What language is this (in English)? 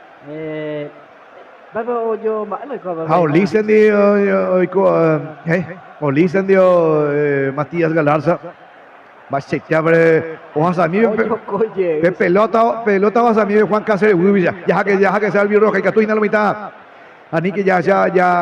Guarani